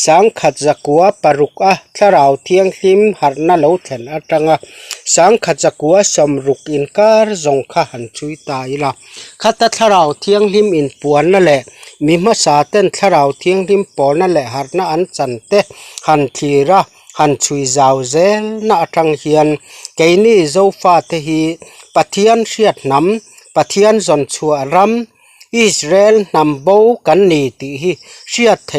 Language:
Mizo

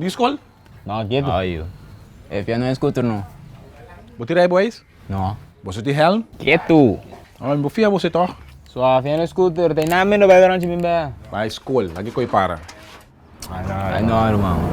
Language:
Papiamento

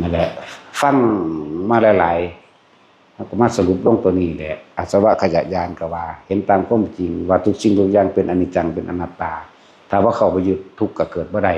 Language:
Northeastern Thai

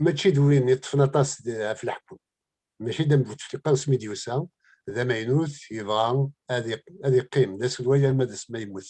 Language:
Kabyle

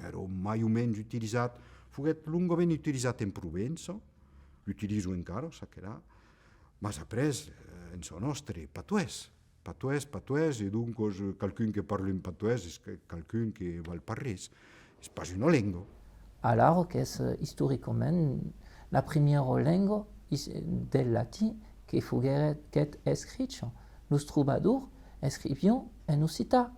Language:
Occitan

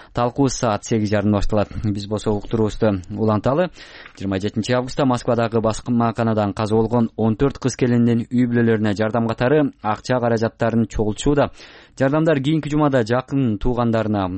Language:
Kyrgyz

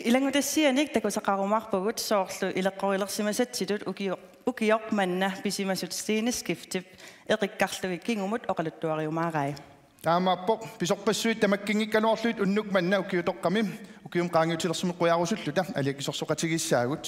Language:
Kalaallisut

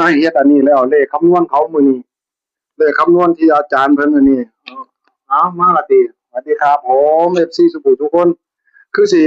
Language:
Northeastern Thai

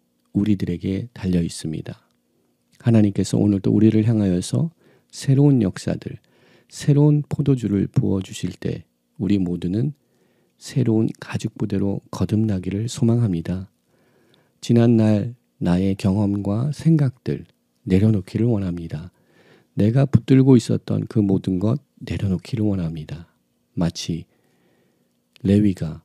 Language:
Korean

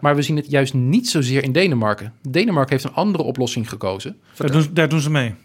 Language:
Dutch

